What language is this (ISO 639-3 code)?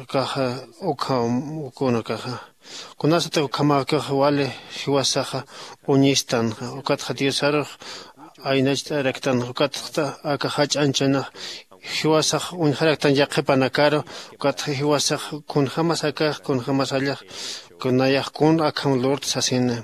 aym